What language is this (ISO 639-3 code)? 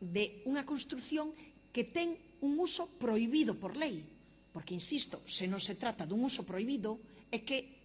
glg